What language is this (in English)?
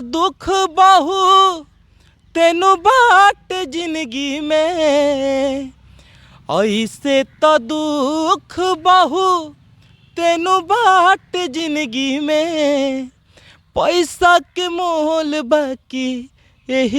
Bhojpuri